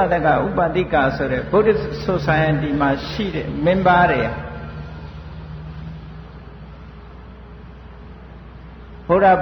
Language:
Burmese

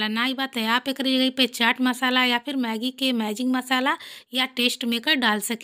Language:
Bhojpuri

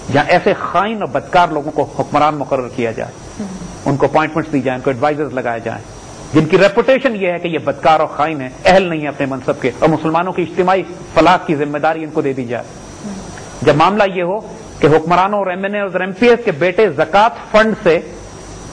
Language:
Urdu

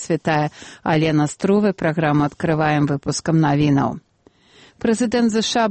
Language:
Belarusian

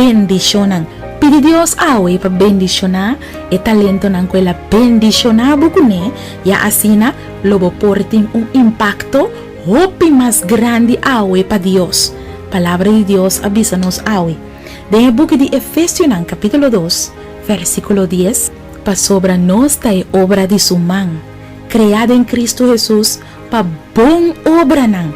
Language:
Papiamento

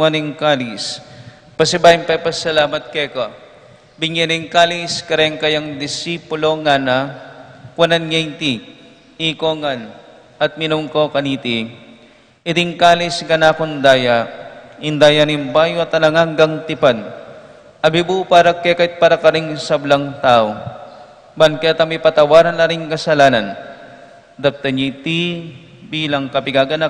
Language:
Pampanga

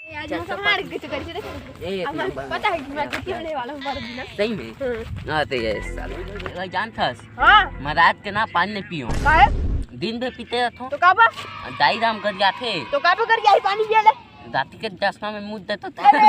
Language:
Chhattisgarhi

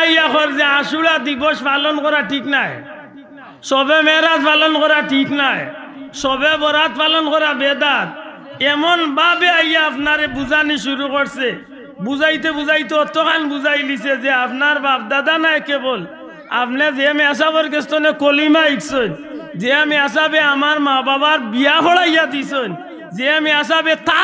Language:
Sylheti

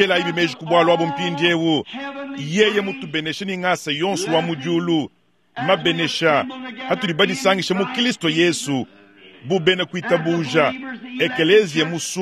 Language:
Luba-Lulua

